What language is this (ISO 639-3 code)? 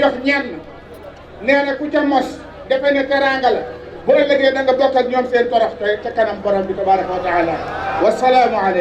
wol